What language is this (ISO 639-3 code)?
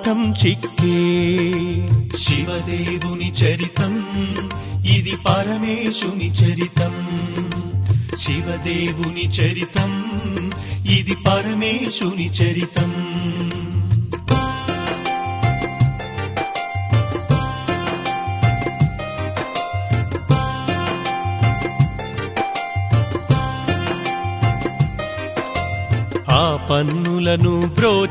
tel